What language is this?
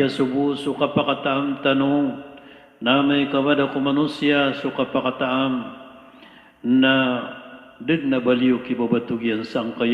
Maranao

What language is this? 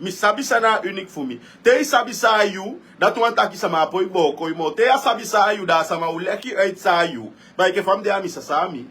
Sranan Tongo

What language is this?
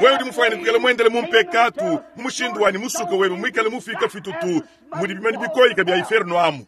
Luba-Lulua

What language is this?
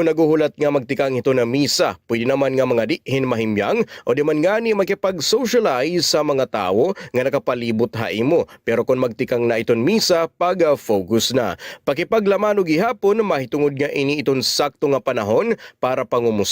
Waray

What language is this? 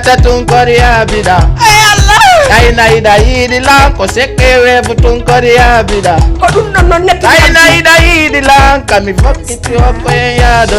Fula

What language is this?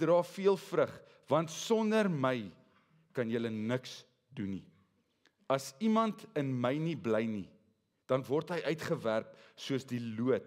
Afrikaans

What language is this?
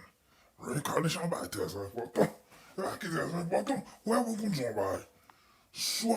Haitian Creole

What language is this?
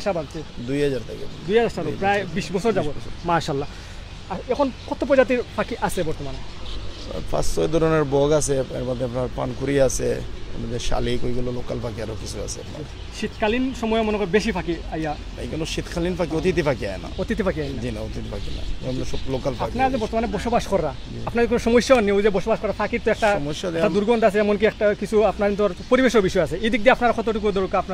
Sylheti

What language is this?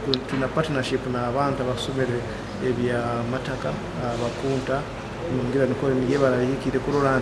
Nyoro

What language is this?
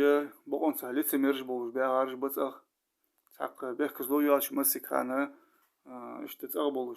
Ingush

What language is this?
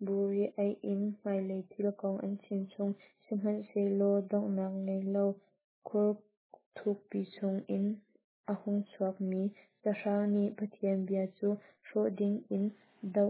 Hakha Chin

